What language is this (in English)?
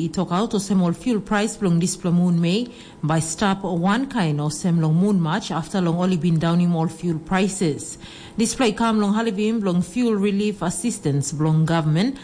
Tok Pisin